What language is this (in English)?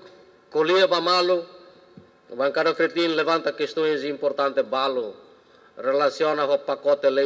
Tetum